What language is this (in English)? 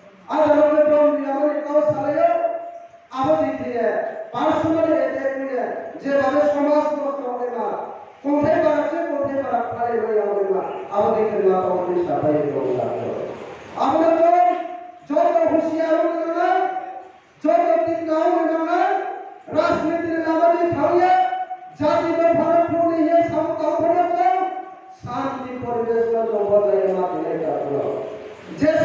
Riang (India)